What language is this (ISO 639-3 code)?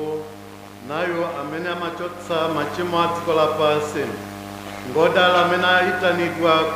nya